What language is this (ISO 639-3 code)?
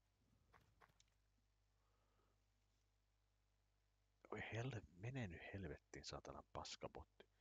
fin